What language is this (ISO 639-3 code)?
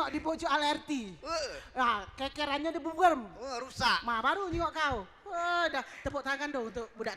mui